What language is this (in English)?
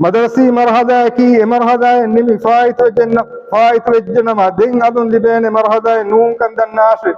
Divehi